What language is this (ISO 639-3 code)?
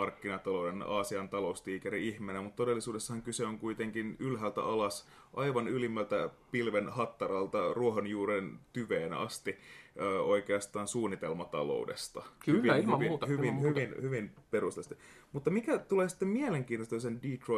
fin